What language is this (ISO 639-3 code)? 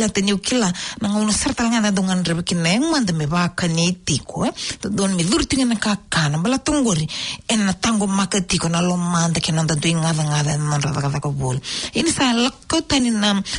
fij